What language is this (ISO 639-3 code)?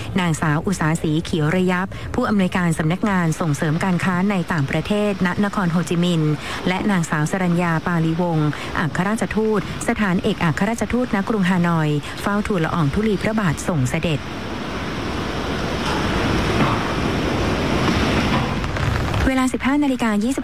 tha